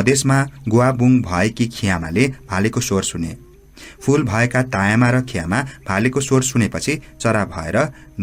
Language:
Nepali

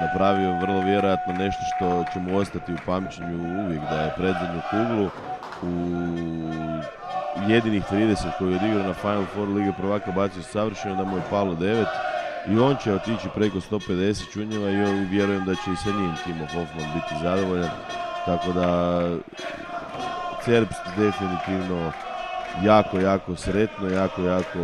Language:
Croatian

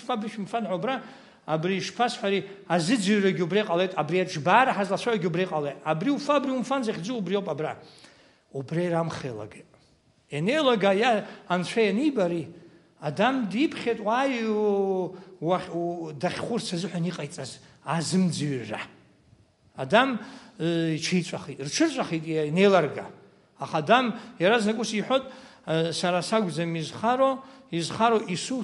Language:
Abkhazian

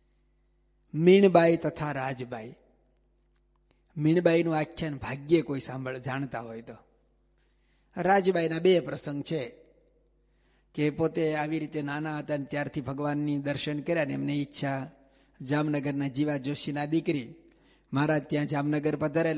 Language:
Gujarati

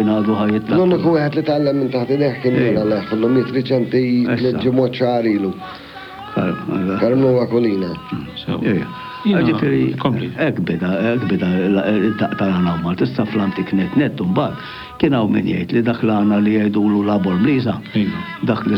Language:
Maltese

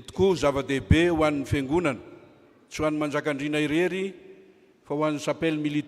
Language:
Malagasy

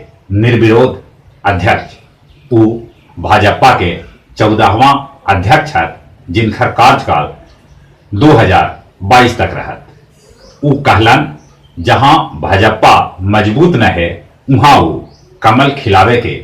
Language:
Magahi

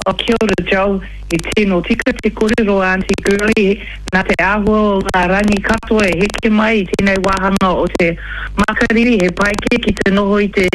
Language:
Māori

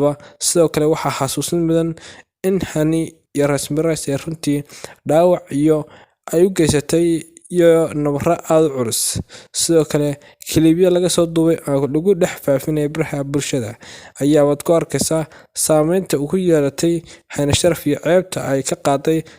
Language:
Somali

